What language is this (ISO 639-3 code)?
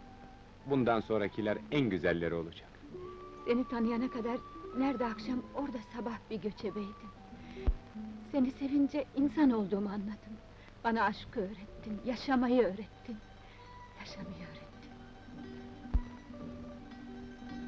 tur